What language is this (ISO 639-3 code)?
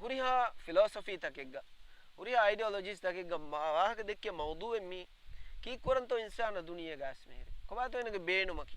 div